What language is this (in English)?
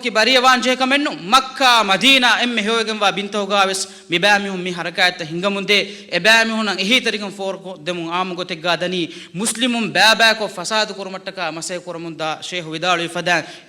Divehi